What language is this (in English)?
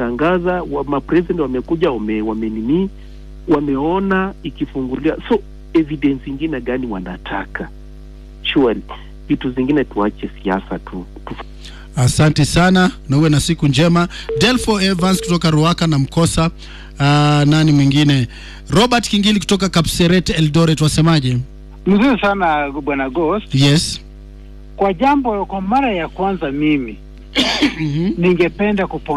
Swahili